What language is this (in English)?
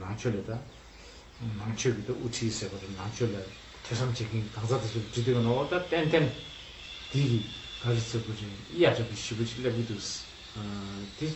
Tibetan